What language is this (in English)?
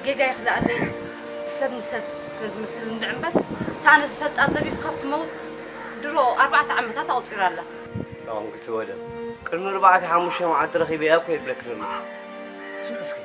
Tigrinya